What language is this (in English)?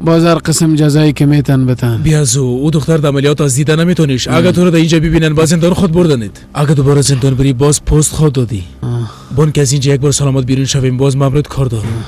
Persian